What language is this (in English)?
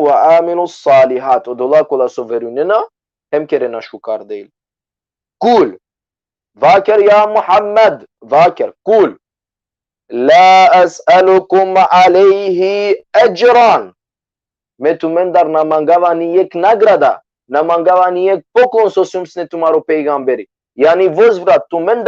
Balkan Romani